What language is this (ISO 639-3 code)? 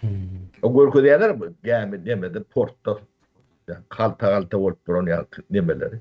tuk